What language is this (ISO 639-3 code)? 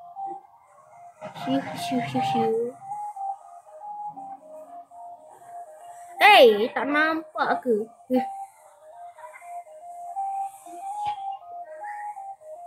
msa